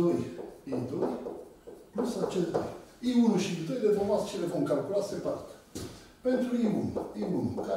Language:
Romanian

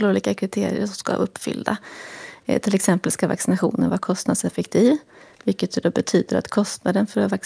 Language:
Swedish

